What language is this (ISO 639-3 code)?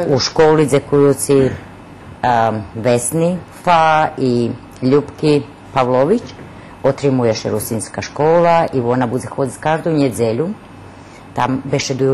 rue